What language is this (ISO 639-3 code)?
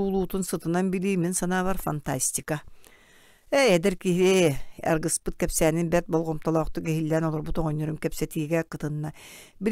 sah